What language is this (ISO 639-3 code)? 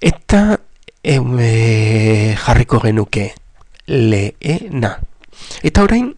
eus